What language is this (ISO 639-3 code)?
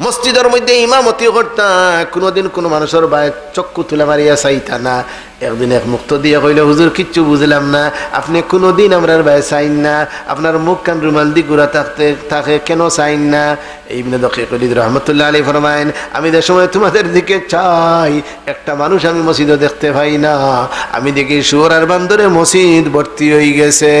syl